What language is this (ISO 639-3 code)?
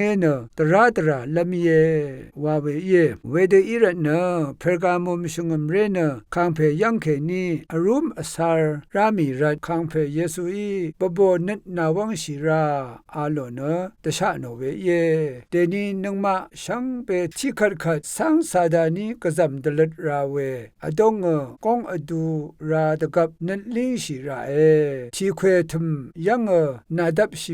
raw